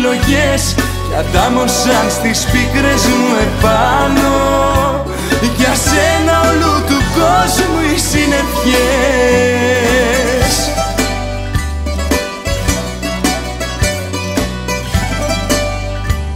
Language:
Greek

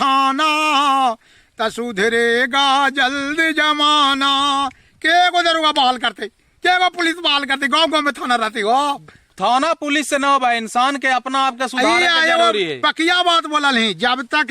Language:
Magahi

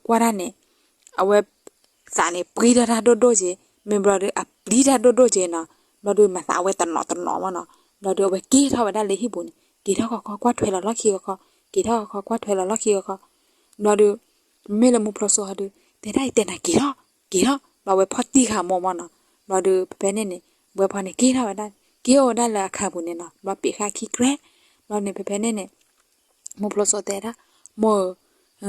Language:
S'gaw Karen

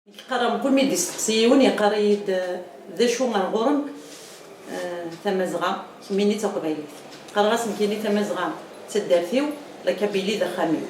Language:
Kabyle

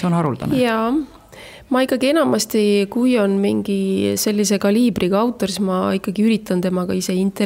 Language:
Estonian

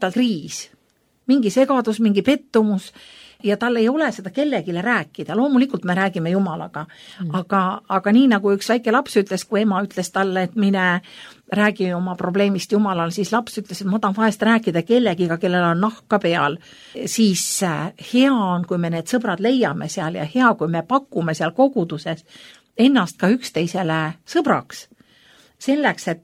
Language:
Estonian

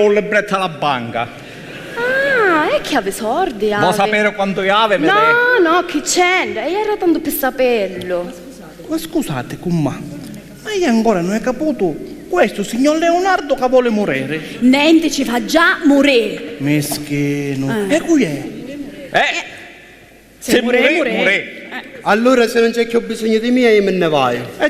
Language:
Sicilian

